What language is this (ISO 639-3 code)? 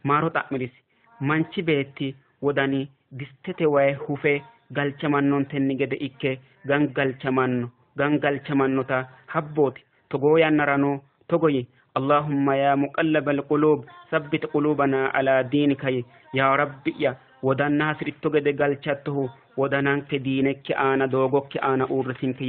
sid